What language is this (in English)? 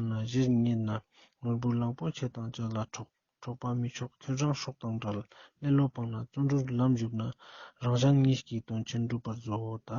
Ladakhi